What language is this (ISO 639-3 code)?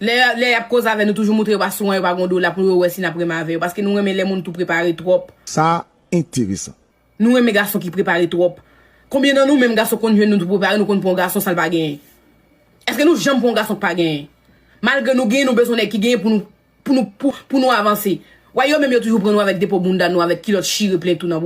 hat